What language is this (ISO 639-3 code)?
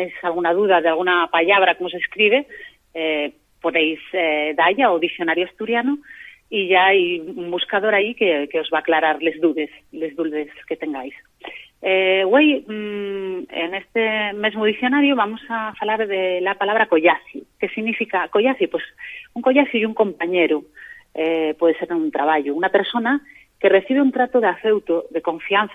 ast